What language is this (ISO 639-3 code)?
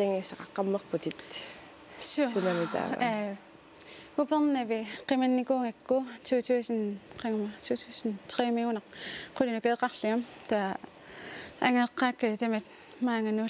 kal